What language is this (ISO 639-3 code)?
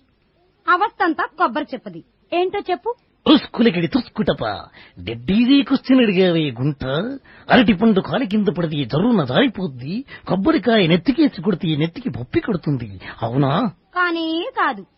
tel